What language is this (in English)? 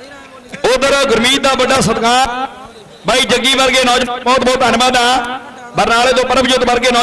Punjabi